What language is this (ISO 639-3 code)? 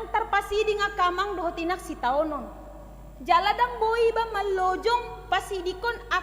bbc